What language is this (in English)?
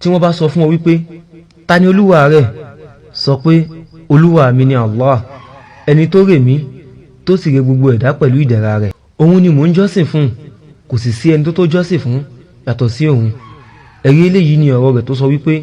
Yoruba